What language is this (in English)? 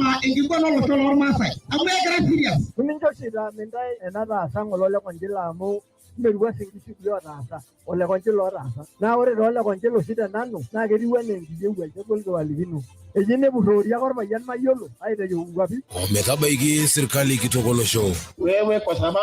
Masai